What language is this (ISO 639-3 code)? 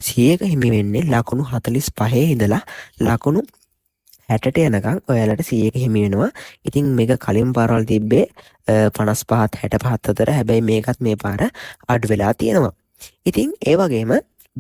sin